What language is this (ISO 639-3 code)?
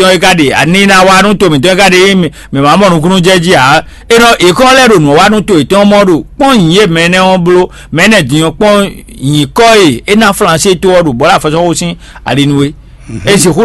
fon